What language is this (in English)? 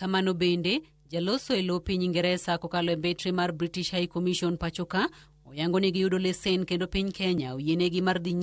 Luo (Kenya and Tanzania)